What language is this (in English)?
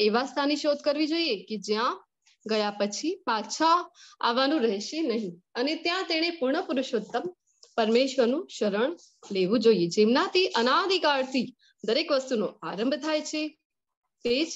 Gujarati